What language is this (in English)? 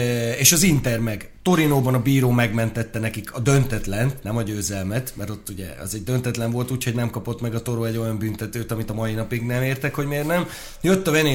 Hungarian